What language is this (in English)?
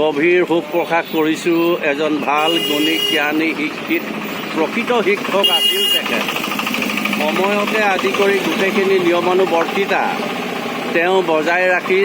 Assamese